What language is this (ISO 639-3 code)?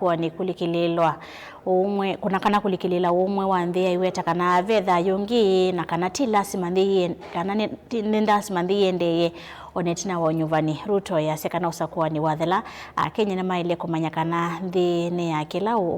kam